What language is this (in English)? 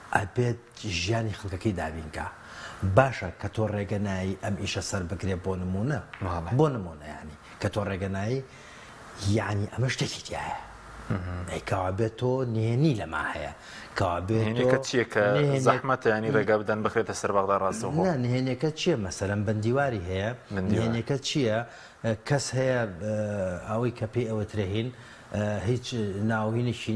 Central Kurdish